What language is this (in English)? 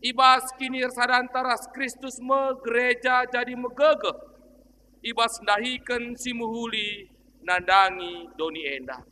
Batak Karo